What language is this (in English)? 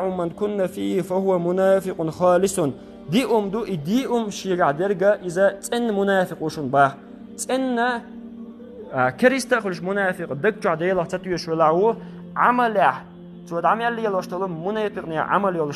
Chechen